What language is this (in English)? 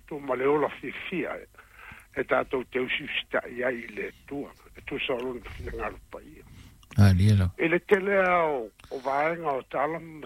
Samoan